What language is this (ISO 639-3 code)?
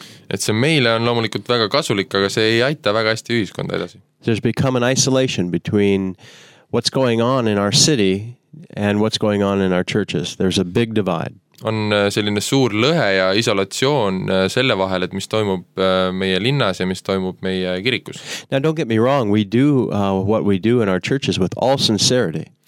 est